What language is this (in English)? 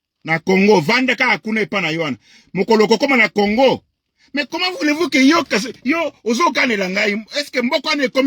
Lingala